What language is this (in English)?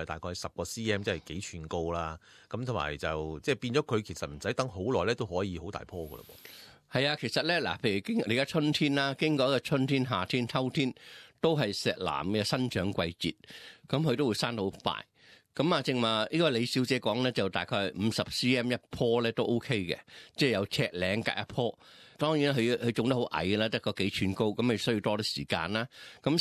Cantonese